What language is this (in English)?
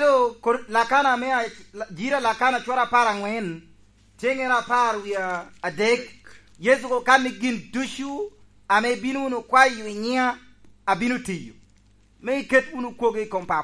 Lango (Uganda)